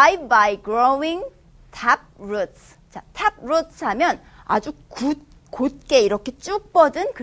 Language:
Korean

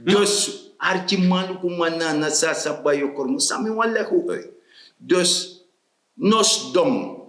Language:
Sranan Tongo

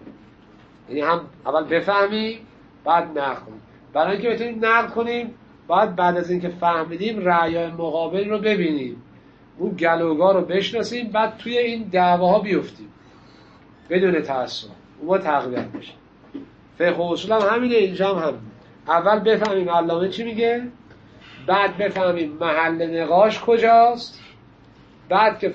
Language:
Persian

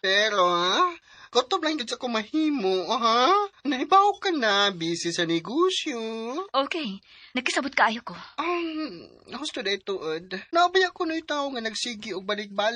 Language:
Cebuano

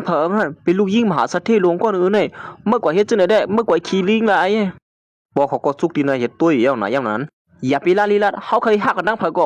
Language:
Shan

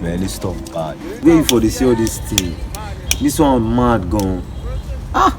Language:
Nigerian Pidgin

